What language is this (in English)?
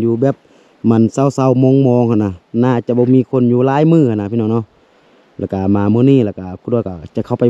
Lao